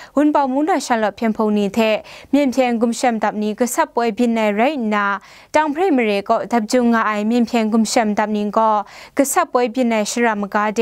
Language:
Kachin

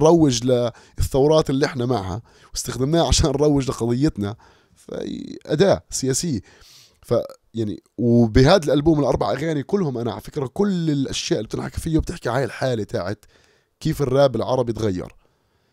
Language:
North Levantine Arabic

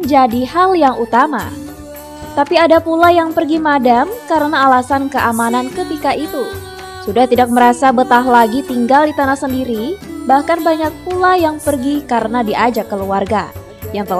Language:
Banjar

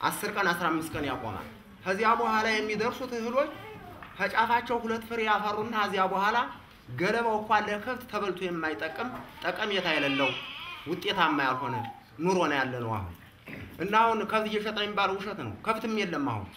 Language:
Amharic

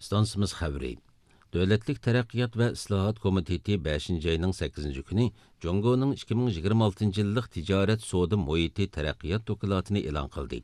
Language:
Uyghur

